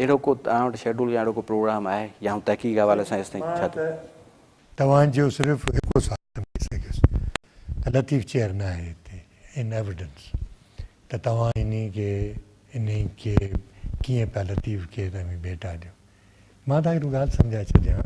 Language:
Sindhi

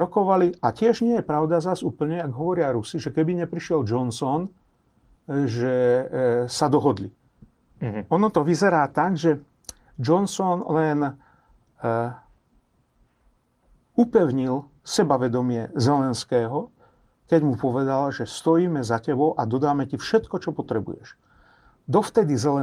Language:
Slovak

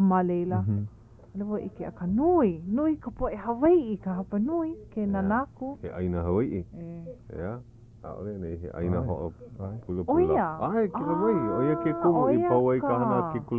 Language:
Hawaiian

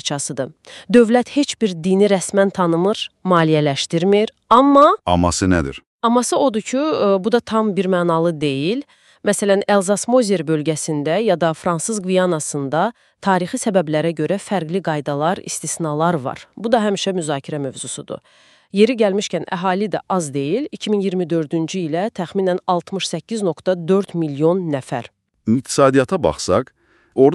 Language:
Azerbaijani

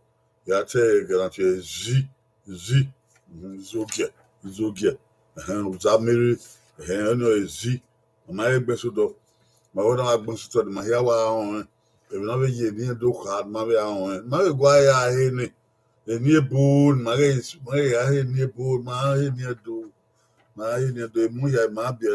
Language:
Bini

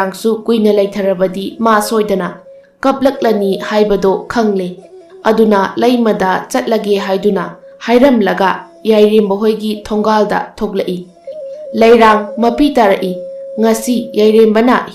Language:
Manipuri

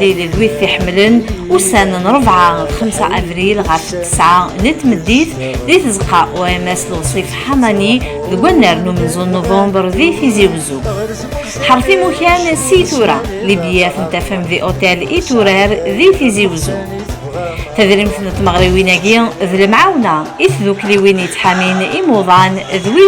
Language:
Kabyle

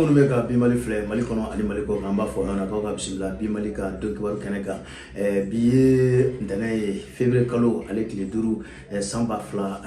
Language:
Bambara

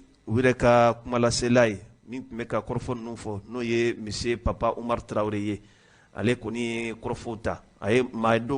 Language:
Bambara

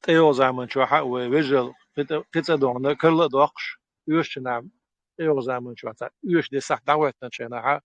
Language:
Chechen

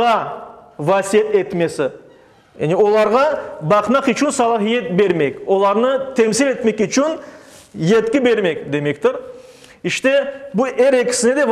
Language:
Crimean Tatar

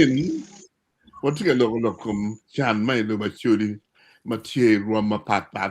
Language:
Acoli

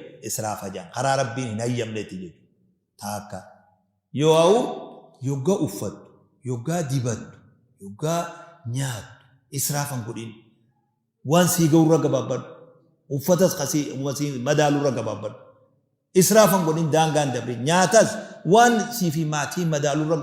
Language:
Oromo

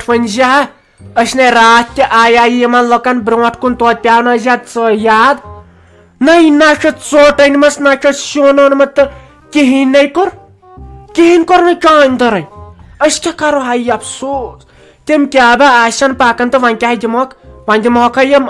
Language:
Kashmiri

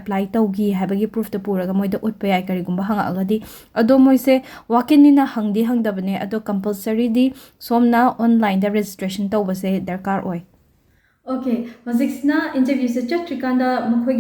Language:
Manipuri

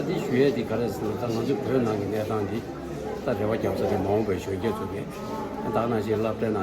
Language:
Tibetan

